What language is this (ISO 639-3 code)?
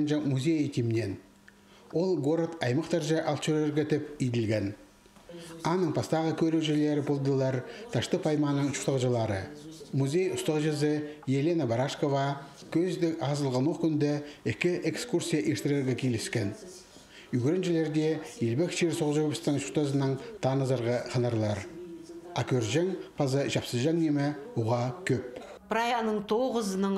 kjh